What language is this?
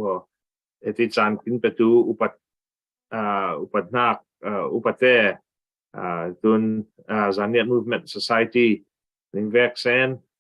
Falam Chin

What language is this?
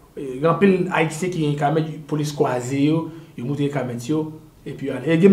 Haitian Creole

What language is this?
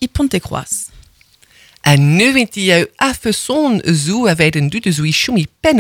Breton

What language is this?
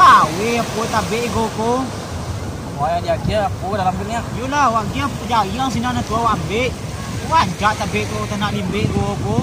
Minangkabau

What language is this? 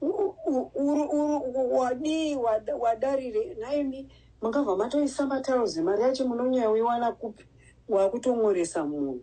Shona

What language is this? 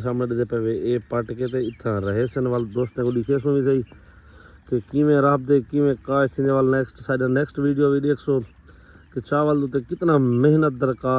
Saraiki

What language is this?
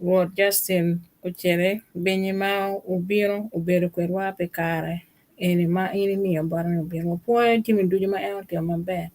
Acoli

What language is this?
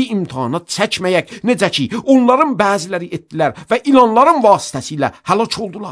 Azerbaijani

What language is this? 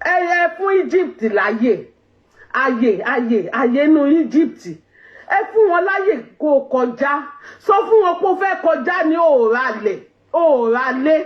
Yoruba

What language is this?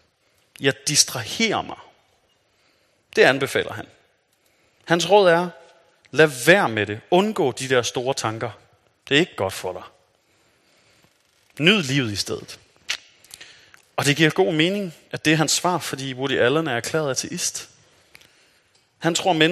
Danish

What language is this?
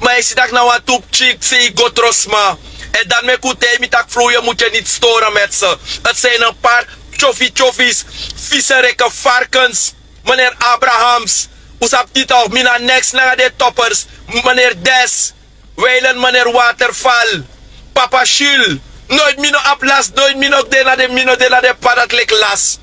Sranan Tongo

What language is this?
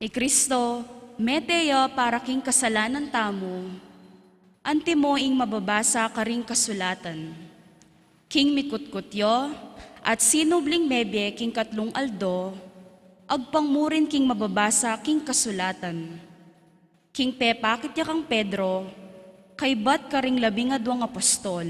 Pampanga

